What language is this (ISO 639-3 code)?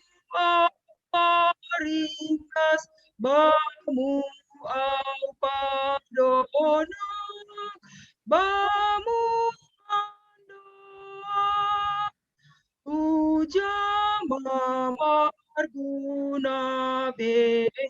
bts